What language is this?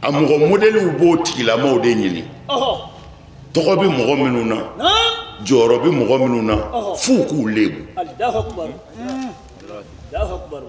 Bambara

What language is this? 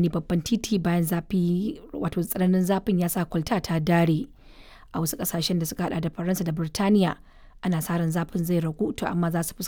Hausa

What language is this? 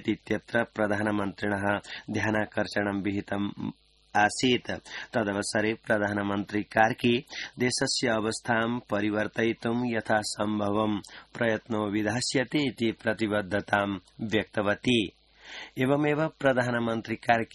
Sanskrit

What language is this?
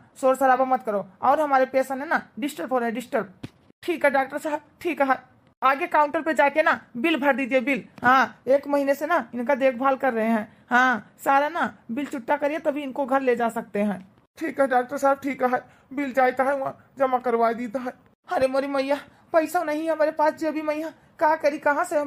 Awadhi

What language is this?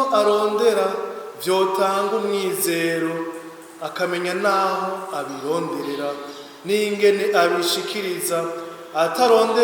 Rundi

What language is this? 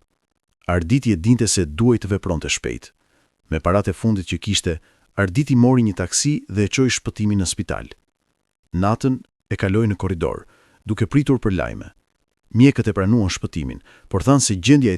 Albanian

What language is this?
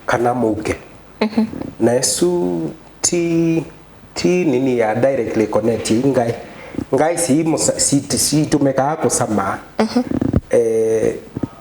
Kamba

